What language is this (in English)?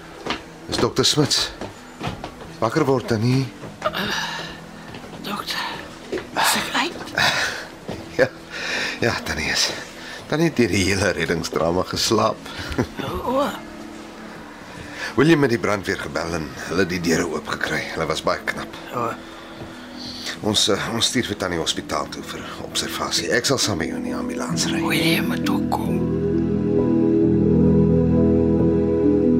Afrikaans